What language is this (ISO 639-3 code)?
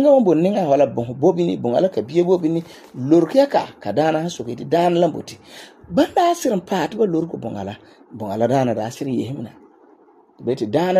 gur